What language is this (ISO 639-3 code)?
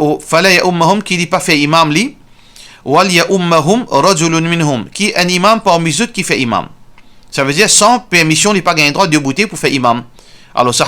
mfe